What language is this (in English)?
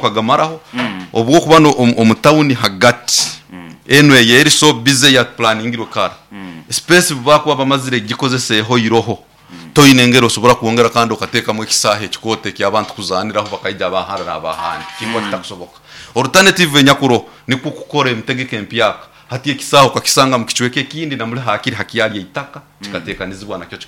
Nyoro